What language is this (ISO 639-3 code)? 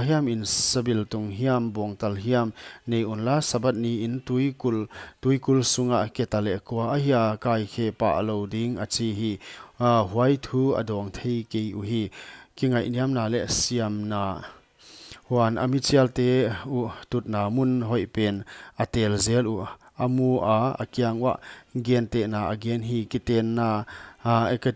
pck